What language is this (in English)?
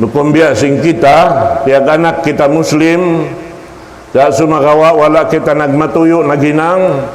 Tausug